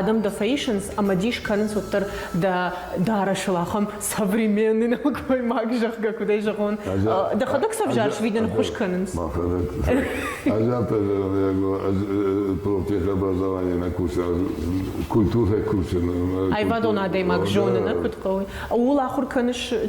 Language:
Ossetic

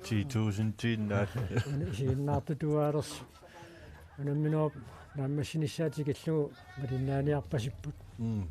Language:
Kalaallisut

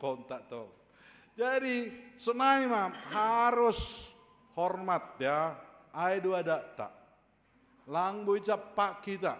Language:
Batak Simalungun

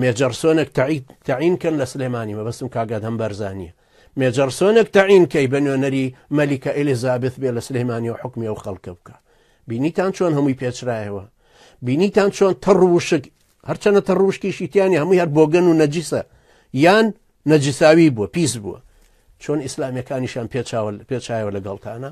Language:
Central Kurdish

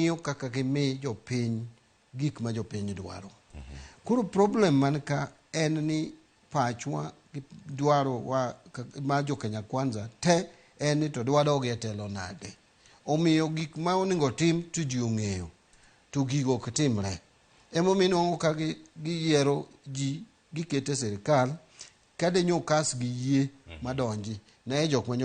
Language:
Luo (Kenya and Tanzania)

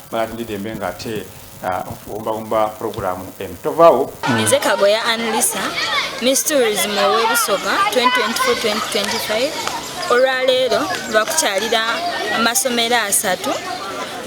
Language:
Soga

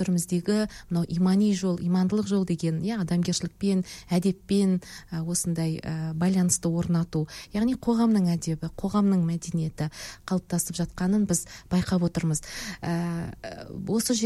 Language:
Kazakh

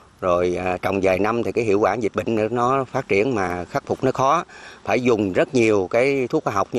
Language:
Vietnamese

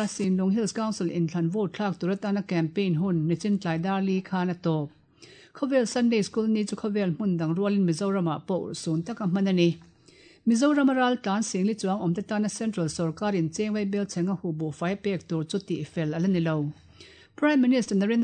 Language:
Mizo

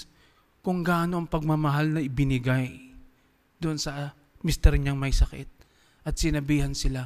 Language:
Filipino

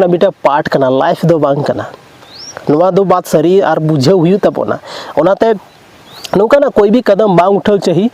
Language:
Santali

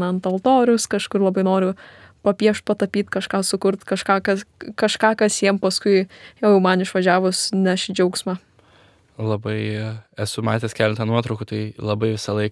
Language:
Lithuanian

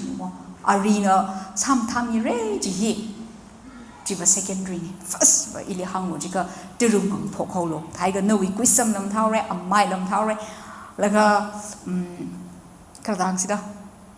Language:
Tangkhul Naga (India)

